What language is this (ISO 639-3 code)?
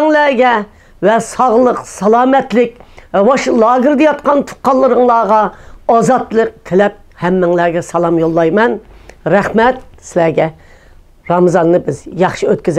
uig